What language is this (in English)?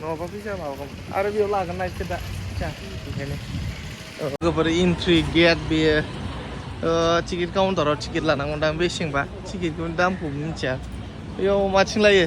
Bodo